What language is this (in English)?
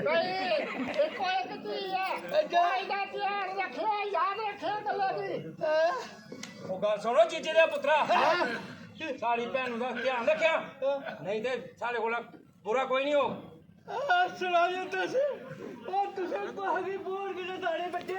Dogri